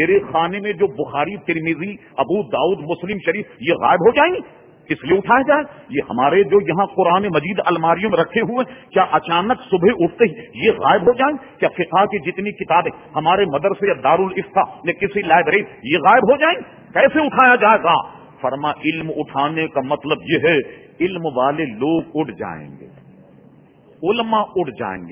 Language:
Urdu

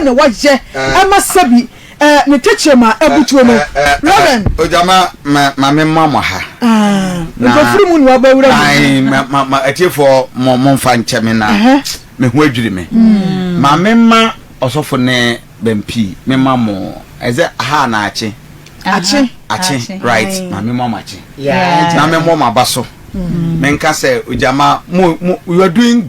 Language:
Akan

